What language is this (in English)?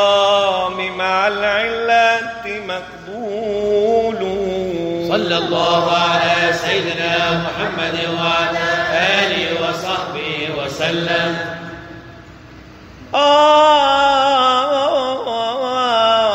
Arabic